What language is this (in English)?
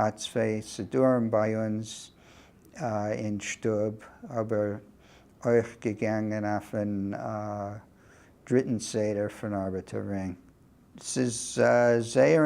Yiddish